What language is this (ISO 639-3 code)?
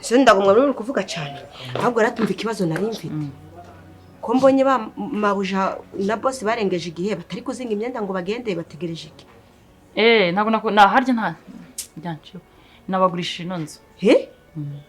kin